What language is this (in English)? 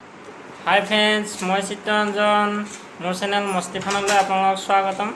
Assamese